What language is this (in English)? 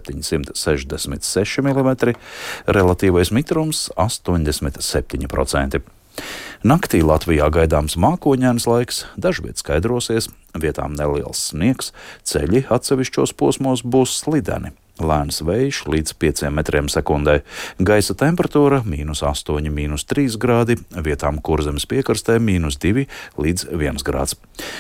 Latvian